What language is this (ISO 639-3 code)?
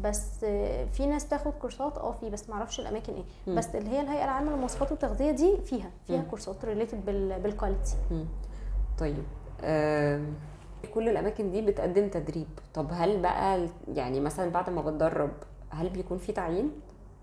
arz